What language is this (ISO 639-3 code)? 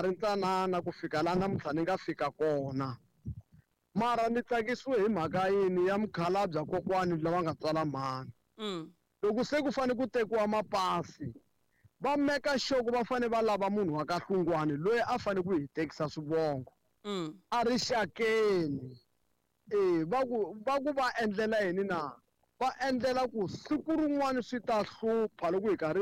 tso